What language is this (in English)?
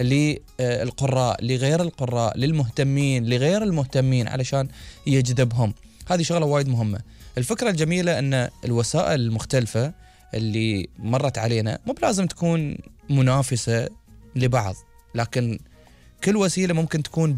Gulf Arabic